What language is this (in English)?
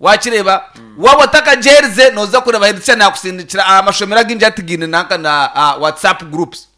Nyankole